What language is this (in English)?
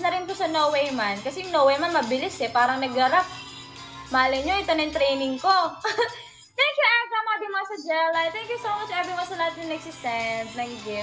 Filipino